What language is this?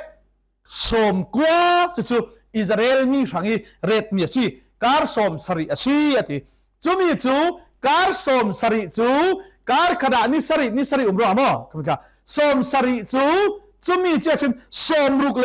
Falam Chin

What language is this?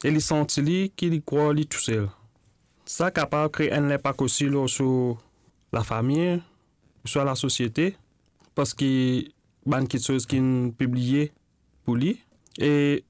Morisyen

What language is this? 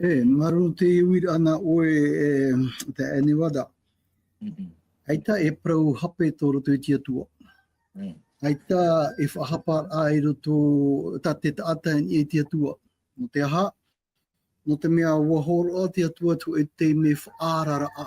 Tahitian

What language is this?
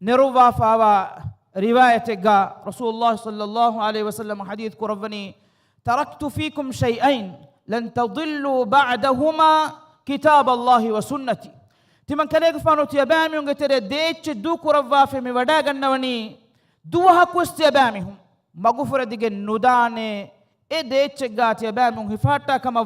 Divehi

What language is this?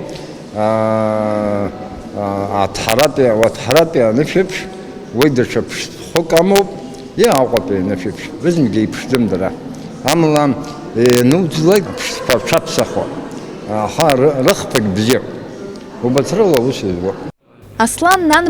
Abkhazian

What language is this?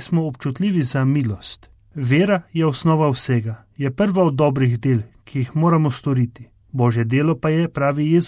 Slovenian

